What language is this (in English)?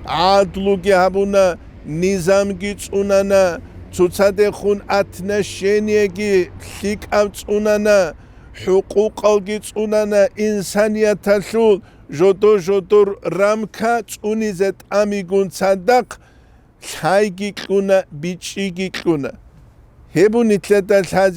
Avaric